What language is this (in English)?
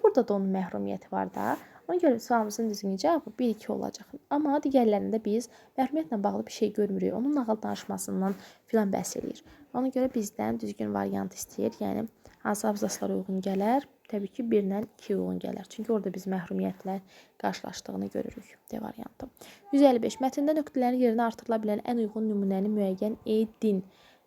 Azerbaijani